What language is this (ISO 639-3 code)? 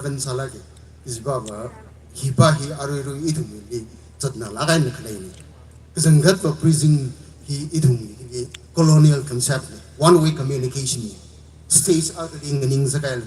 nmf